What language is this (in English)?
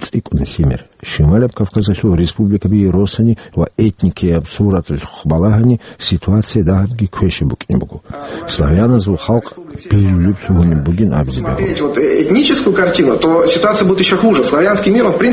Avaric